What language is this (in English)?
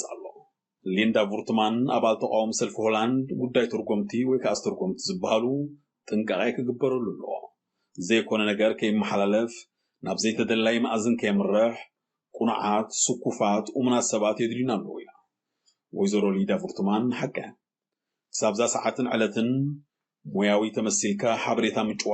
Tigrinya